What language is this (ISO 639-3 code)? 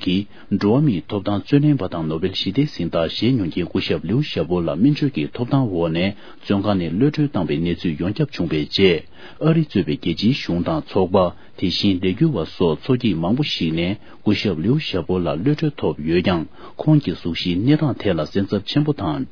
bod